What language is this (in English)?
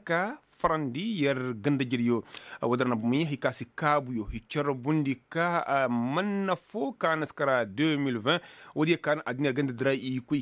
Koyraboro Senni